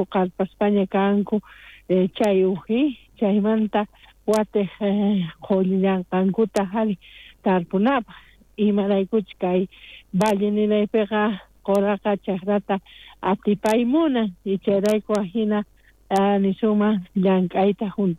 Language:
South Bolivian Quechua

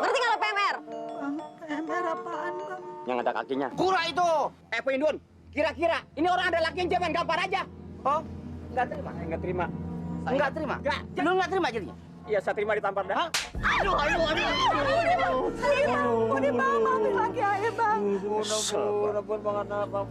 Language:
Betawi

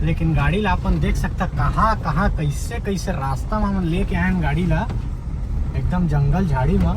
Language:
Chhattisgarhi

